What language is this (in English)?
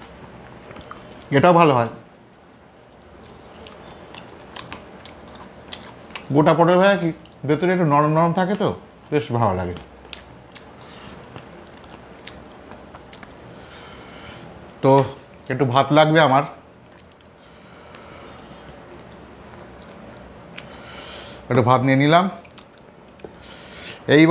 Bangla